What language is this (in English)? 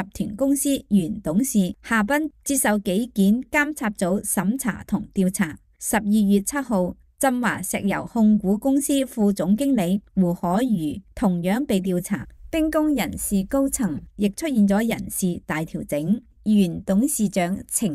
Cantonese